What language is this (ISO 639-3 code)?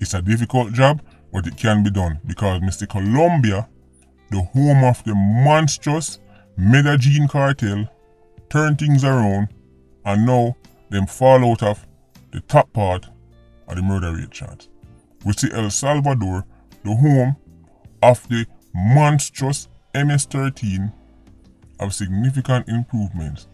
jam